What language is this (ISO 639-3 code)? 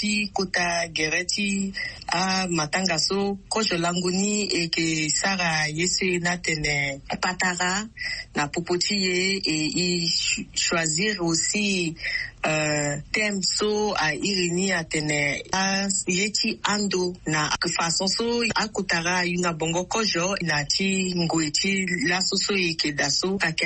sag